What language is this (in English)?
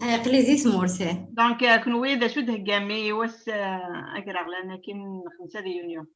Kabyle